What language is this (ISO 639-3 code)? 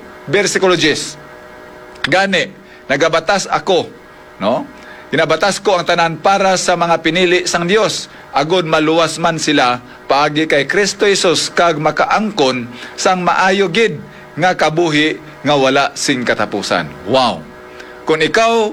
hil